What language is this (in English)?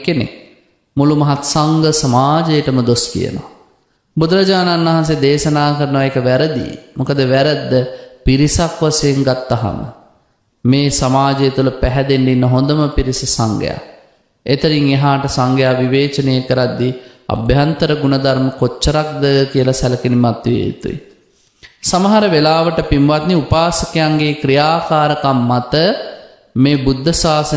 Sinhala